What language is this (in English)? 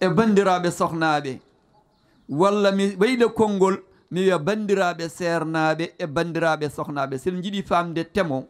Fula